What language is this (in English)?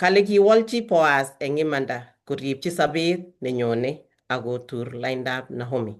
Kalenjin